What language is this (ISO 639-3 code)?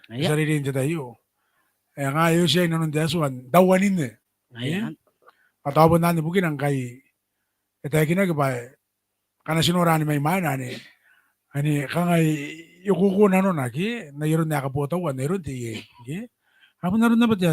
gil